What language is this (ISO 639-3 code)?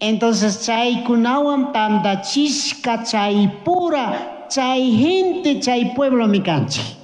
qug